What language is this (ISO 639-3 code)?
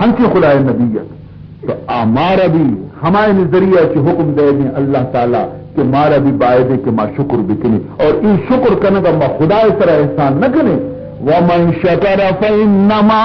bal